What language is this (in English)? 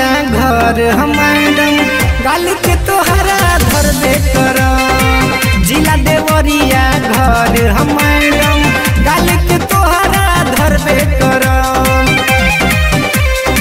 Bhojpuri